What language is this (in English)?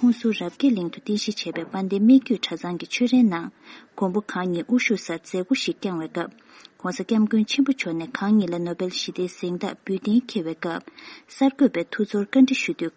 Tibetan